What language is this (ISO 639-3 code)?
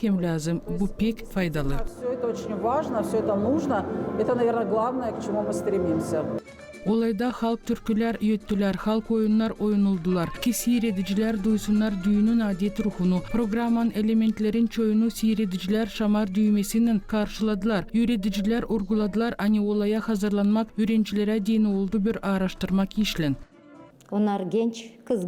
gag